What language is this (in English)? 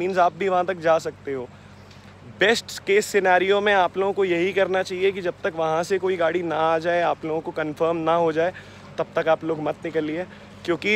Hindi